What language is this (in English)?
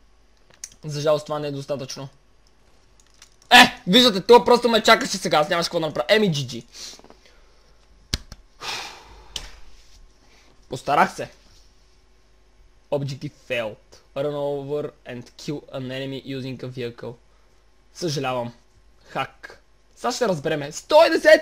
Bulgarian